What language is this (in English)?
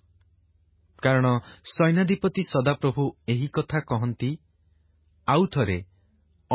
Odia